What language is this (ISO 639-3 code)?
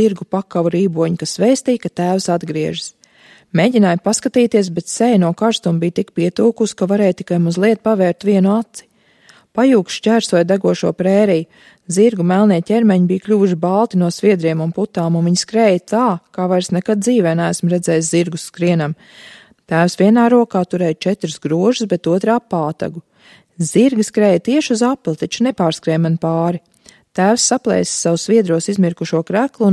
lav